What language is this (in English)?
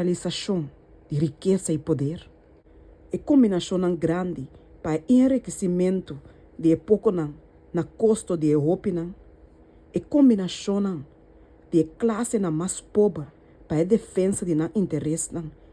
Papiamento